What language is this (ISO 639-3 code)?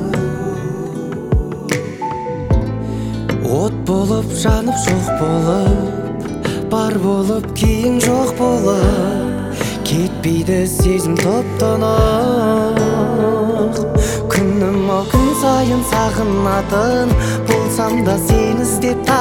kaz